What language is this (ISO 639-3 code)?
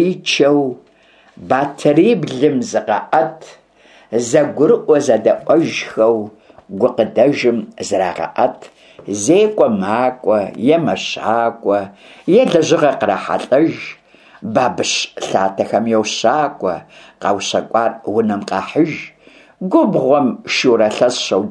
kbd